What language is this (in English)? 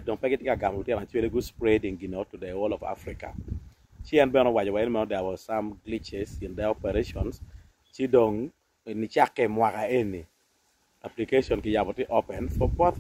Acoli